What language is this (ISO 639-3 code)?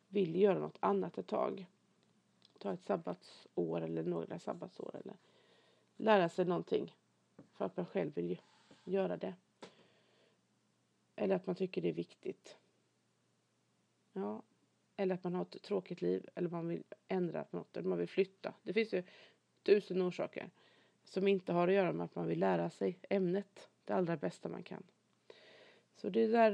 swe